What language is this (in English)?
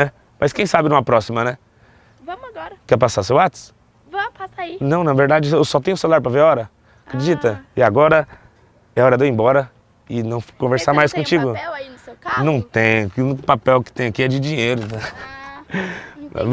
Portuguese